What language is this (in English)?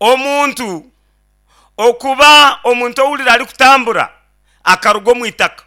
Nyankole